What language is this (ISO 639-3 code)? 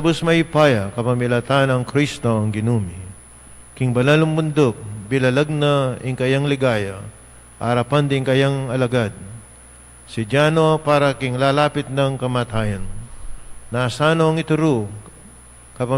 pam